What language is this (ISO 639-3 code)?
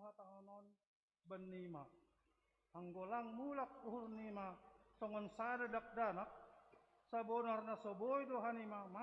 bts